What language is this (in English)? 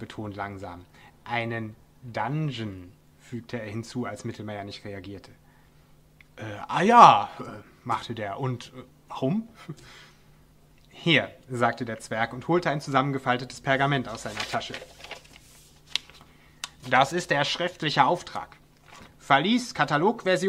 German